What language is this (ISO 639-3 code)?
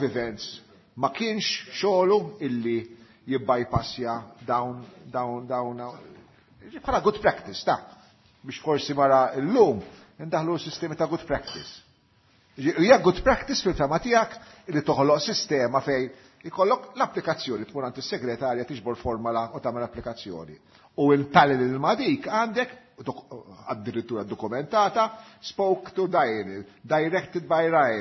mlt